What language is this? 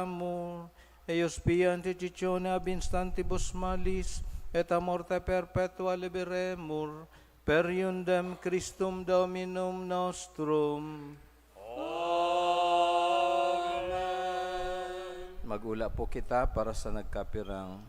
Bikol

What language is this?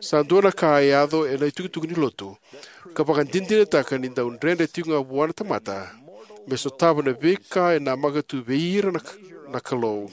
Fijian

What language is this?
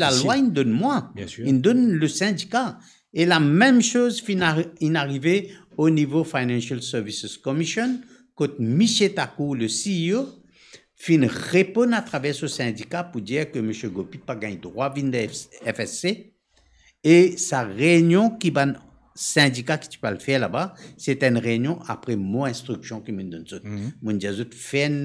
Morisyen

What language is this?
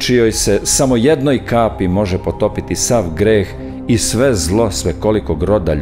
Serbian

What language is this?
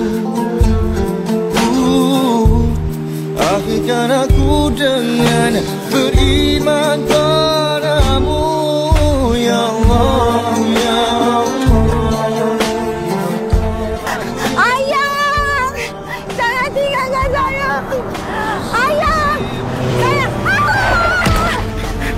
Malay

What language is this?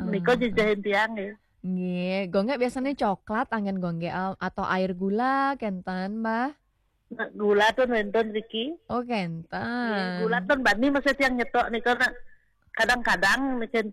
Balinese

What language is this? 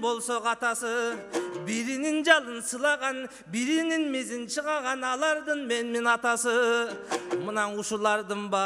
Kyrgyz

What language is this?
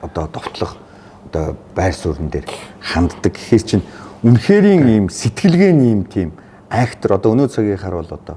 Mongolian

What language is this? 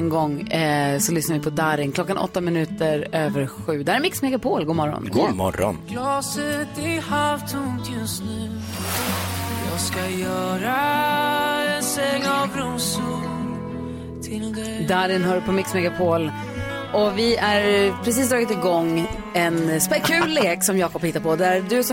Swedish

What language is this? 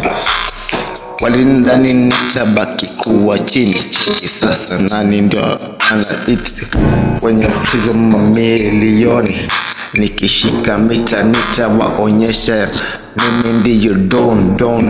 Swahili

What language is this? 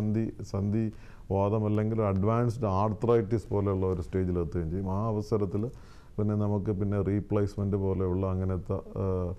Malayalam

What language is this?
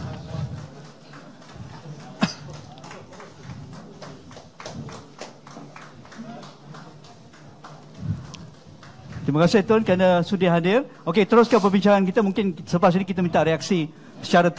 Malay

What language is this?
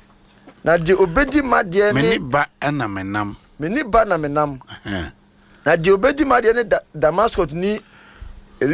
Akan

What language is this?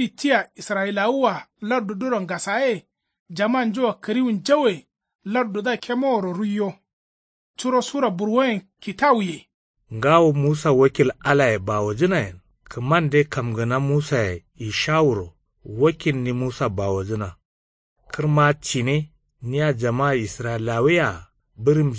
Kanuri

